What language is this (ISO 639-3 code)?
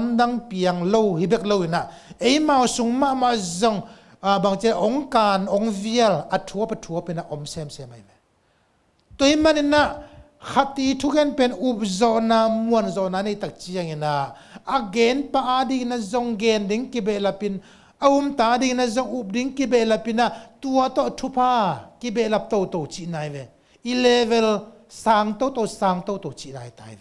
ctd